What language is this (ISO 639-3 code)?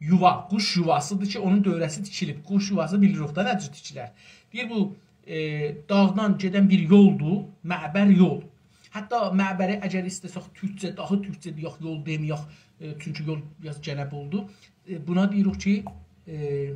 azb